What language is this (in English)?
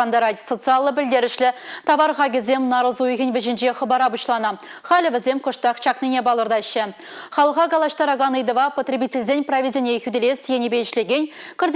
Chuvash